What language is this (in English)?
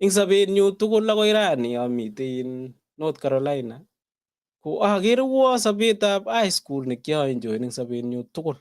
Kalenjin